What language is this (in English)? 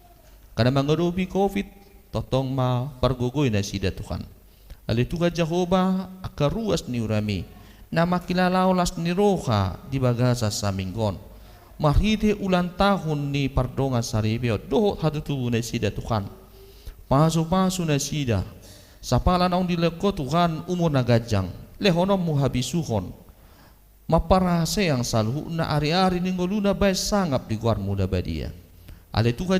Batak Toba